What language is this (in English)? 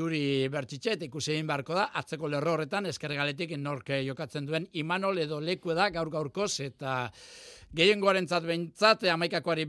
Basque